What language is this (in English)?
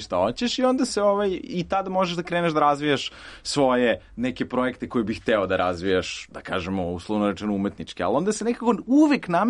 Serbian